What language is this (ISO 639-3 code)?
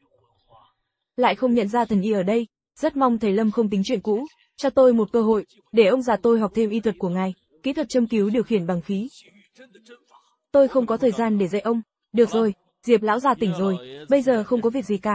vie